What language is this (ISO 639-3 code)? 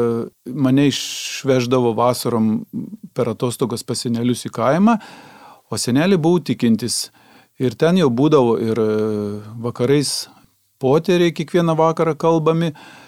lit